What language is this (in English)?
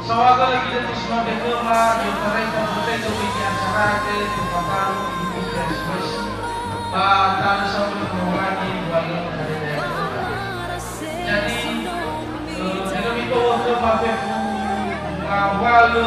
Nias